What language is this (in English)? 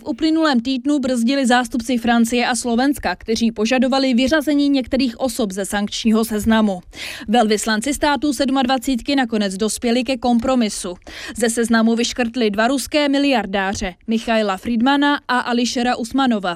Czech